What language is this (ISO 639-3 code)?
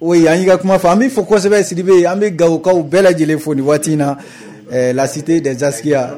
bam